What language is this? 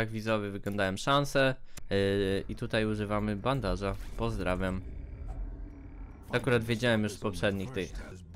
Polish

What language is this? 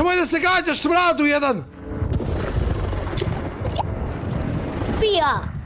Croatian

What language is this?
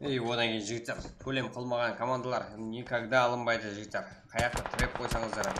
Kara-Kalpak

